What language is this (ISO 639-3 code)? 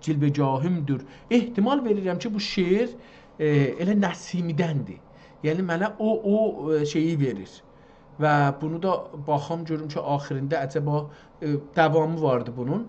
azb